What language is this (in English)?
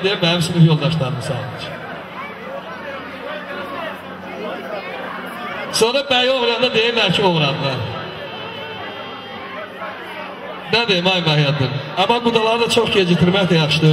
Azerbaijani